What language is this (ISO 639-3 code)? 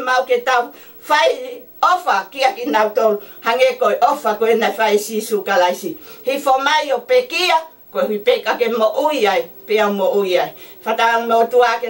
ton